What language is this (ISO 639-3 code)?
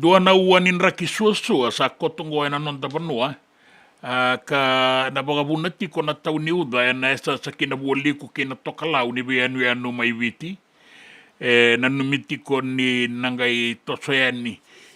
fij